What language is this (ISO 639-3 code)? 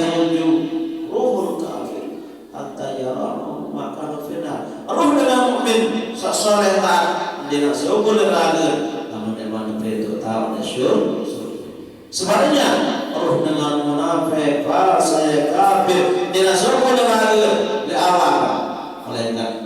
sas